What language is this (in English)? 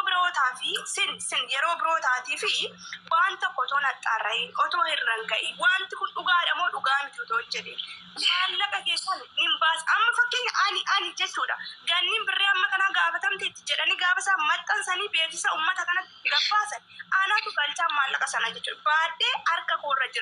Oromo